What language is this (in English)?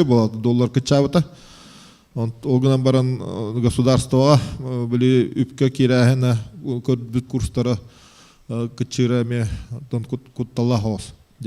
Yakut